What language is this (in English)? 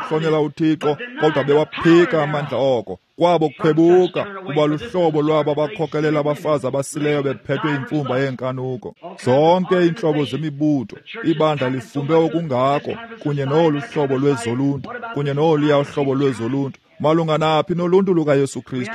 Xhosa